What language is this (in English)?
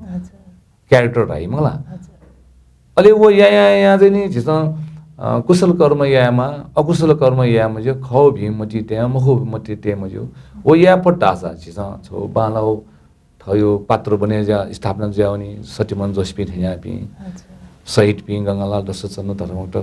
Newari